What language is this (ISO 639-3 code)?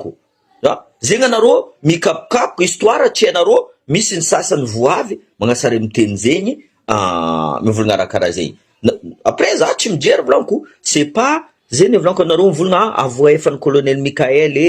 mlg